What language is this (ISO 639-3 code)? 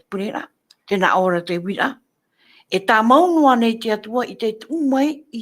tah